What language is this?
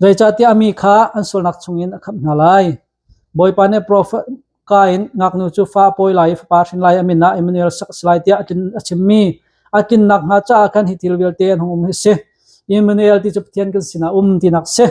Hakha Chin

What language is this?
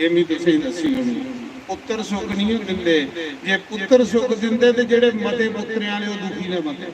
Dogri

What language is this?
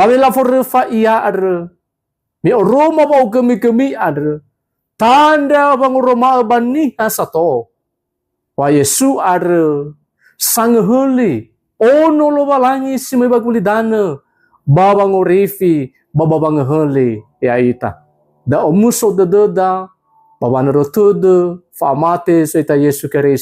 Nias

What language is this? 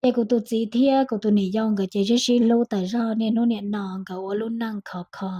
Hmong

